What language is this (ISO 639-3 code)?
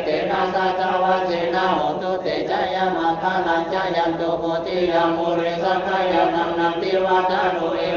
pli